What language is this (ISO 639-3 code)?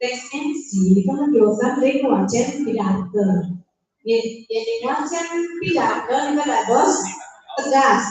ban